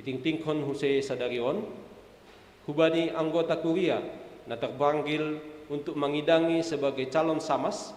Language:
Batak Simalungun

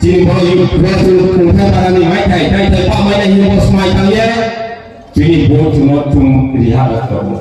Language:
Riang (India)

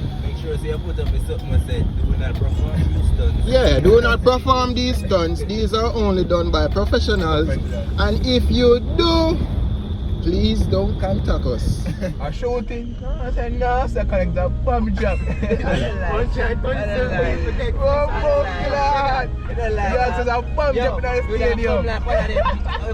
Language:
Jamaican Creole English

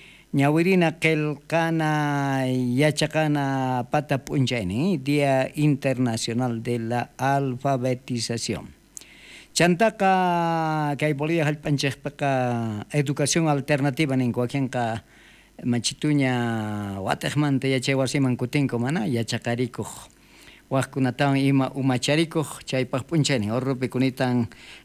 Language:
South Bolivian Quechua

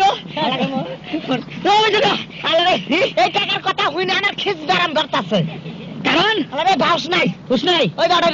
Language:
Bangla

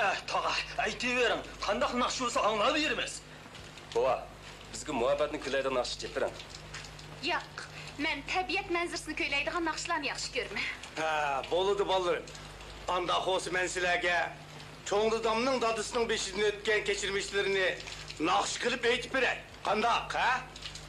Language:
Uyghur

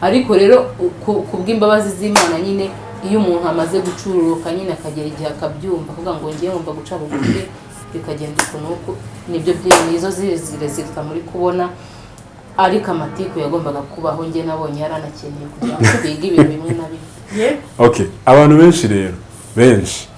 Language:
Kinyarwanda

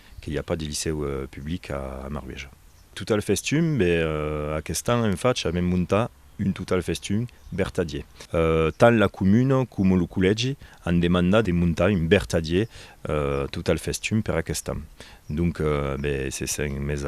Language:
Occitan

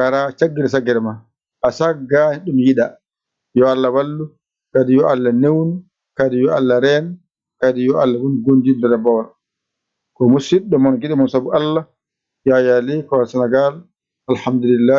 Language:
Fula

